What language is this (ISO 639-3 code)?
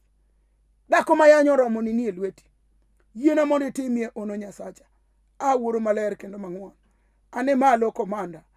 luo